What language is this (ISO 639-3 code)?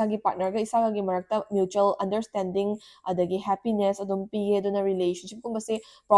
mni